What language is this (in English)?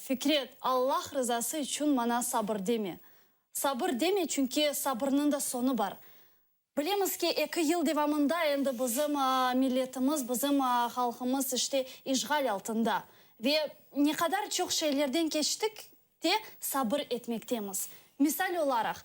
Crimean Tatar